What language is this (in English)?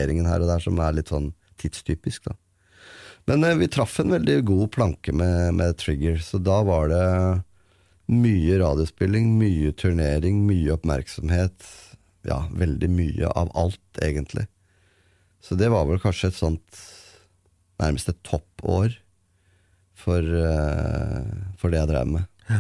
Norwegian